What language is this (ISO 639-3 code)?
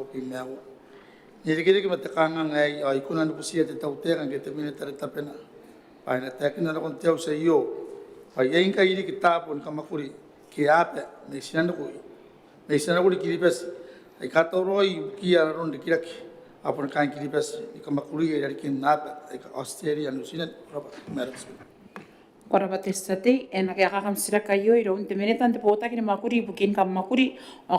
gil